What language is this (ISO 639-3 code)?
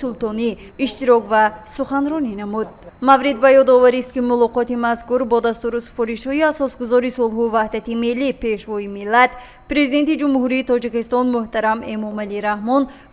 tgk